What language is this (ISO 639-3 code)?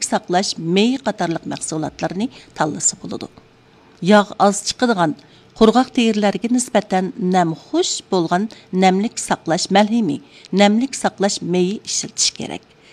uig